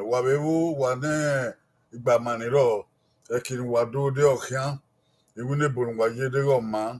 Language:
Bini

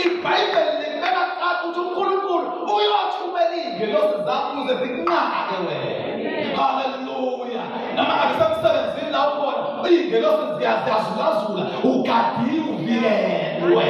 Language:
Zulu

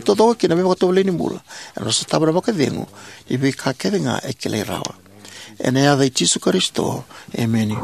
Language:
Fijian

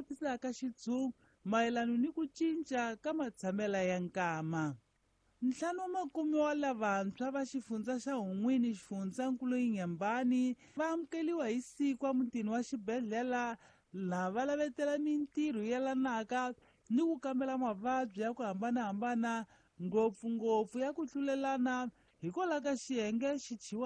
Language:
Tsonga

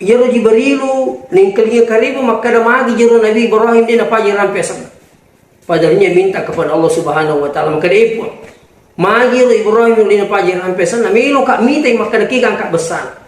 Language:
Buginese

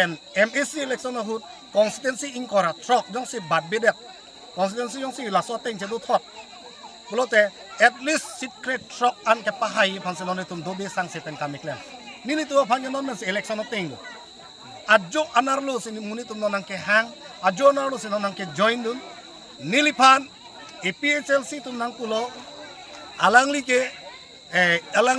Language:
Karbi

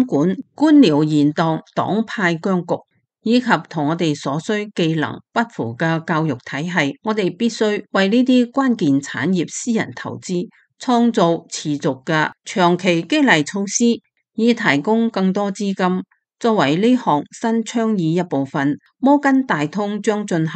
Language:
Cantonese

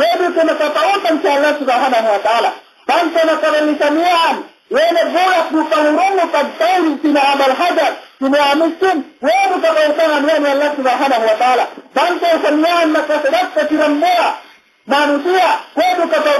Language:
Yakan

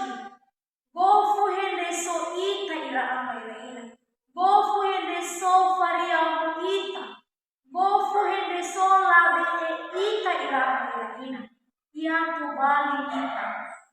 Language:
Nias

